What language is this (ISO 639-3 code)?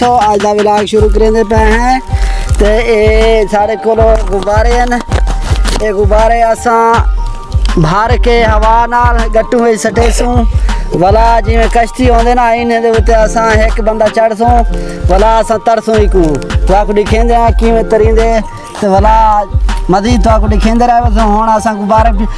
skr